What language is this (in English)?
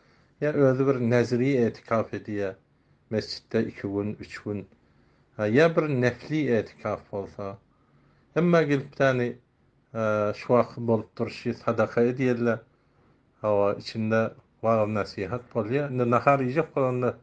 Turkmen